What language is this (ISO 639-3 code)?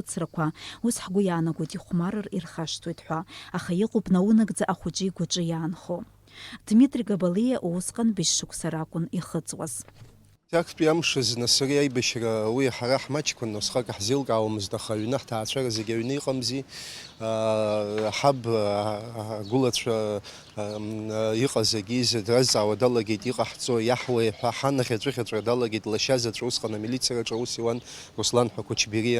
abk